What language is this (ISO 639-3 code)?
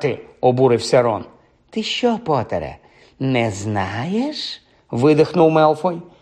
ukr